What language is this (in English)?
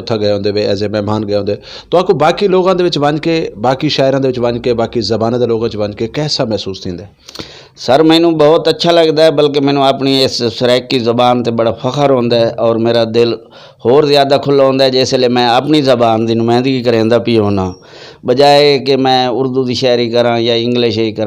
Saraiki